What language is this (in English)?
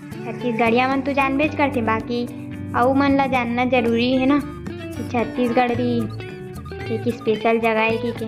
Chhattisgarhi